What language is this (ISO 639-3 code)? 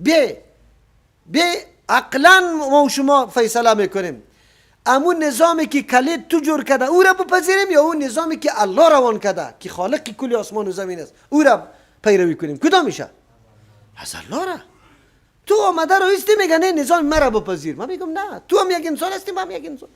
fas